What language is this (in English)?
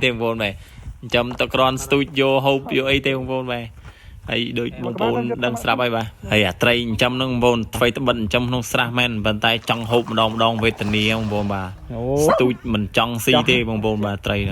Khmer